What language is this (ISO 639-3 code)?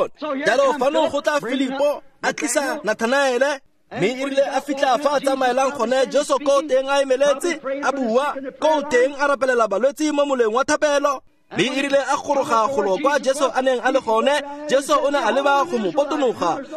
tsn